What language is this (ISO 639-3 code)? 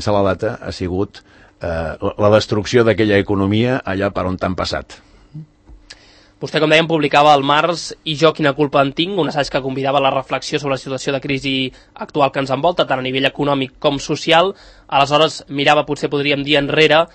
cat